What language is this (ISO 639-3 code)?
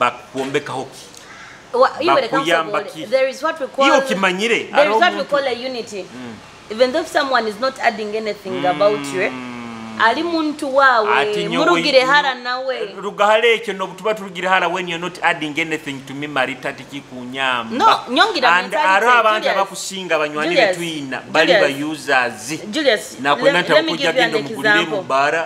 nyo